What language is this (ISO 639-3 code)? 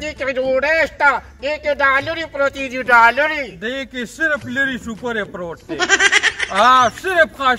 pus